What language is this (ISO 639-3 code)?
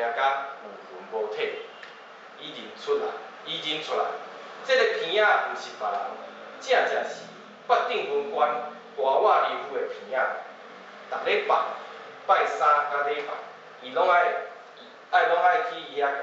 nan